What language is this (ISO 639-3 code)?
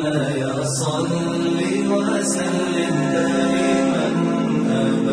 che